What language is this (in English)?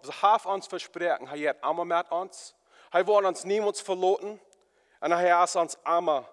Plautdietsch